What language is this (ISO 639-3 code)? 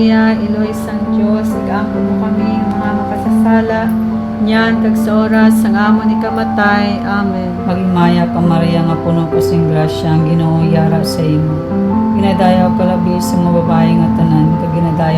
hil